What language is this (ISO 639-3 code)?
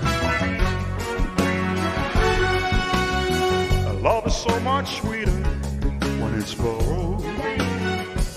eng